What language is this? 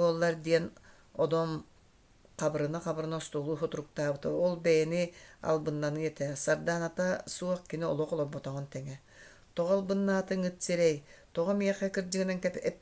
Yakut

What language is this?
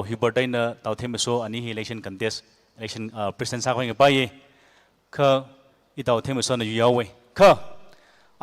Tangkhul Naga (India)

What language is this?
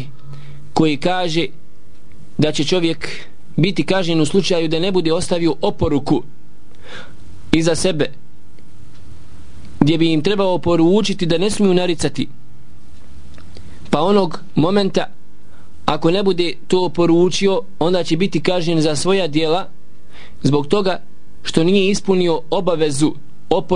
Bosnian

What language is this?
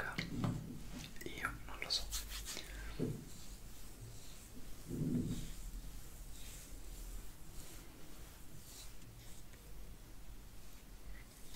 Italian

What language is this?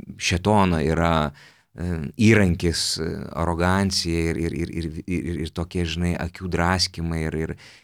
Lithuanian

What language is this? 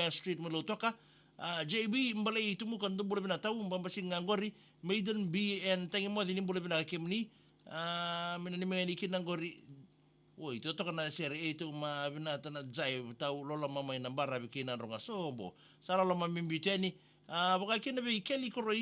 Fijian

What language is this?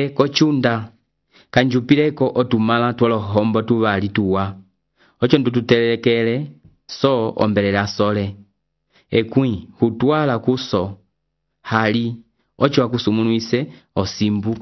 Umbundu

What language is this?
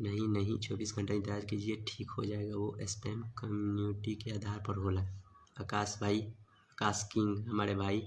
Bhojpuri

